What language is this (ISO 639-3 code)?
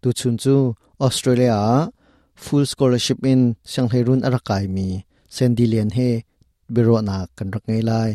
cnh